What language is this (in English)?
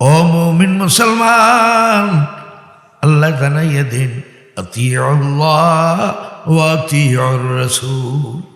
Sylheti